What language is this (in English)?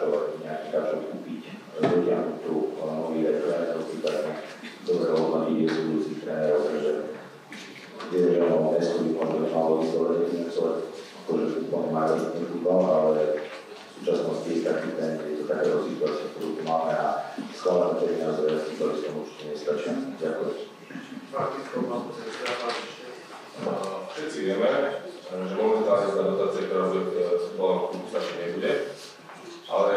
Slovak